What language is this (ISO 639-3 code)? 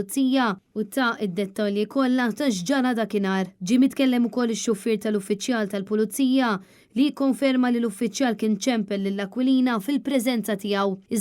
mlt